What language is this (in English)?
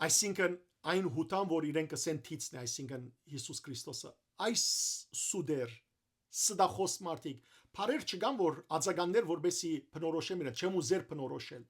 Western Armenian